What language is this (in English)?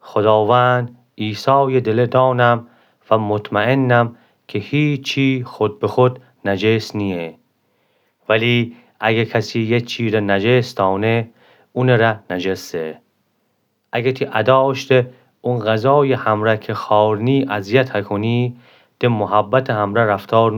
Gilaki